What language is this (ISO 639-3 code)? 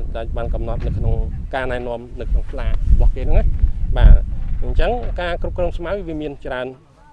khm